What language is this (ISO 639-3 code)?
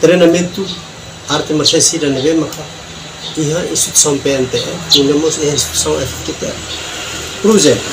tet